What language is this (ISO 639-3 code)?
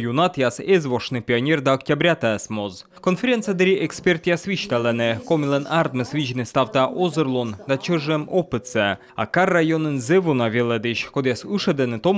kom